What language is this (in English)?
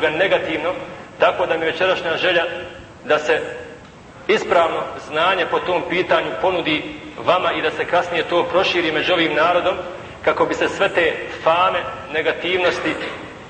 Bosnian